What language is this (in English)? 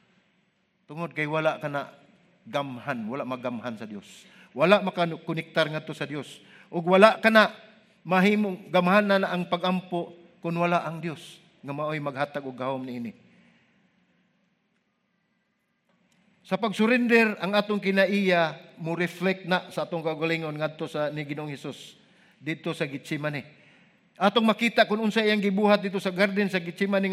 Cebuano